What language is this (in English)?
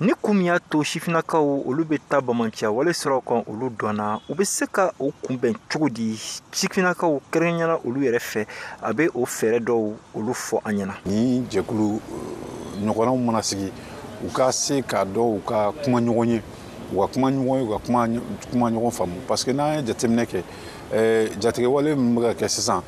Bambara